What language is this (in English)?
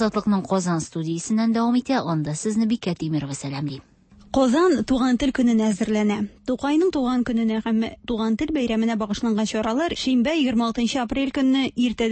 Tatar